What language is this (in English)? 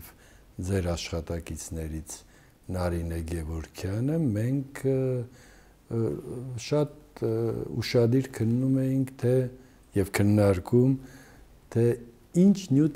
Armenian